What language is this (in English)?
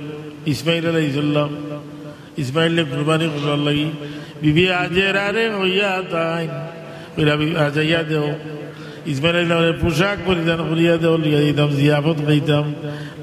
Sylheti